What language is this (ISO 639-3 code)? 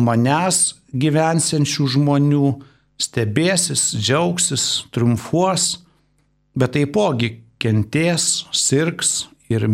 lit